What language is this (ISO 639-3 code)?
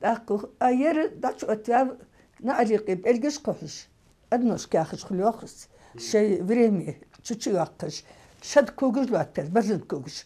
inh